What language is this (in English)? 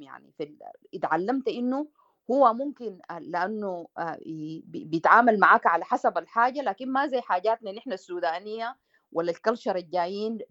Sudanese Arabic